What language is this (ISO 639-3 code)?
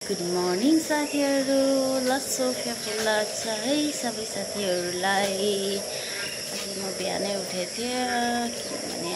nep